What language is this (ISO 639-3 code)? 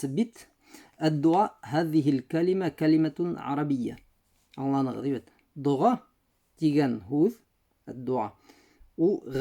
bak